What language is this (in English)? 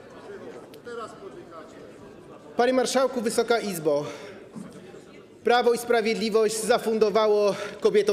Polish